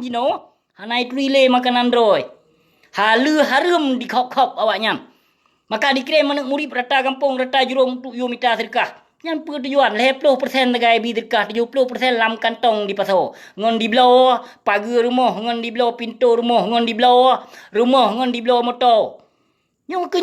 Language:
Achinese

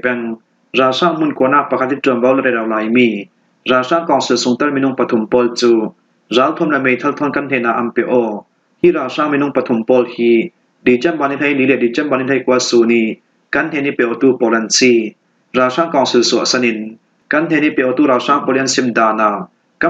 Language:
Falam Chin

